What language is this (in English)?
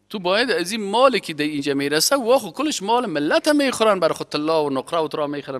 Persian